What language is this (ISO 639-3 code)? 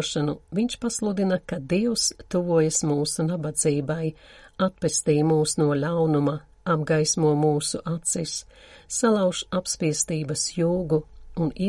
lav